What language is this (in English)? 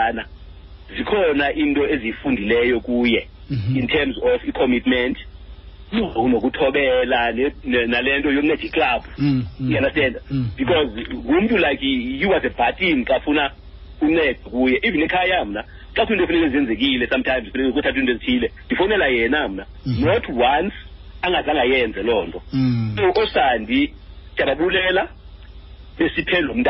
Xhosa